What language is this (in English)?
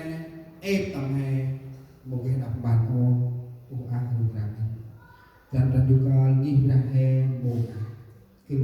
Central Mnong